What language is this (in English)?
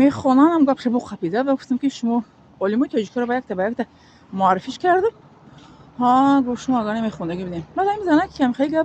Tajik